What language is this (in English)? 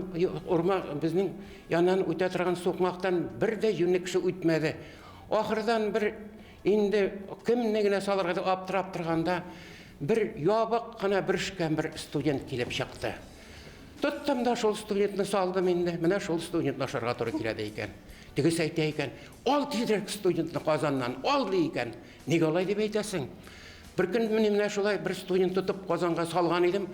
Tatar